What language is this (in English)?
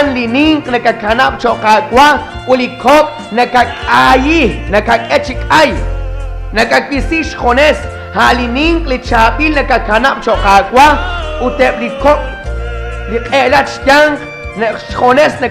Kekchí